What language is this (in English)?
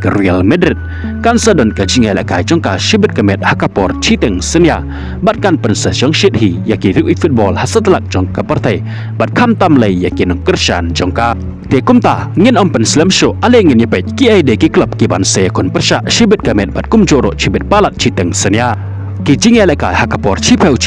Khasi